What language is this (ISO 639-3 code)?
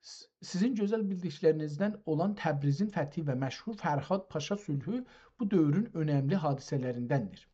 azb